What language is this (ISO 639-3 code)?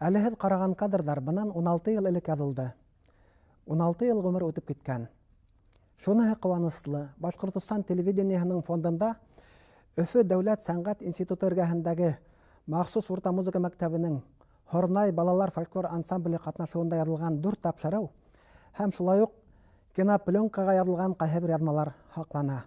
bak